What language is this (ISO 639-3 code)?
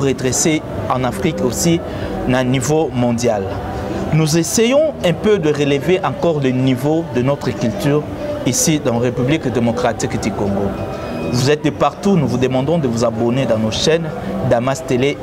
fra